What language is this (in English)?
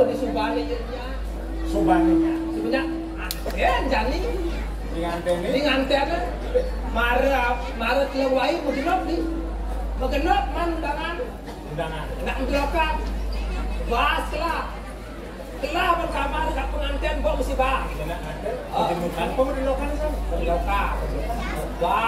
Balinese